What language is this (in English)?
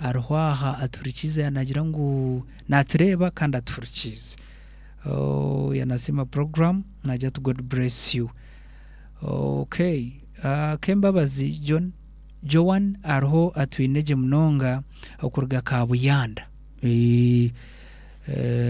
Nyankole